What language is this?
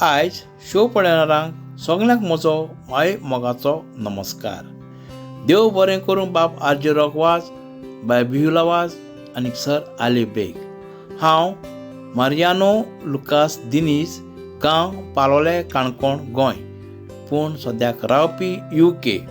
Konkani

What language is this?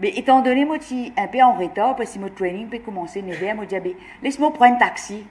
Morisyen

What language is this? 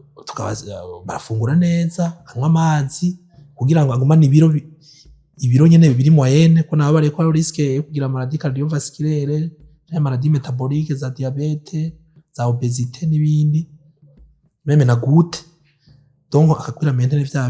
Rundi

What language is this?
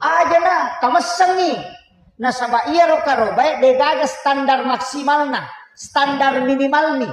Buginese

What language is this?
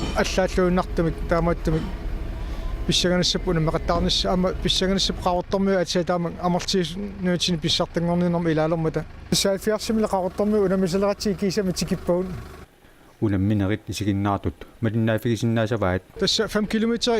Kalaallisut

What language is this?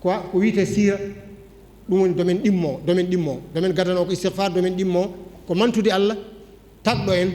Fula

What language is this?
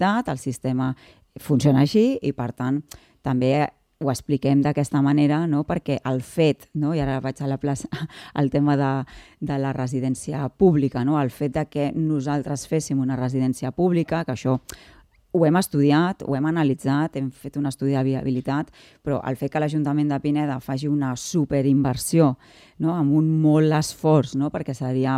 Catalan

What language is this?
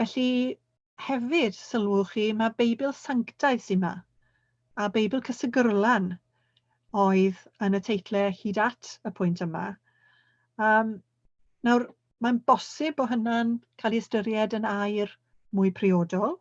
Welsh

